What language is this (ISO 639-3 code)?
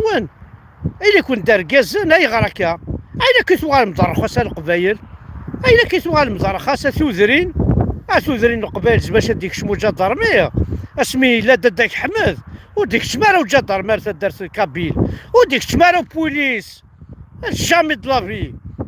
kab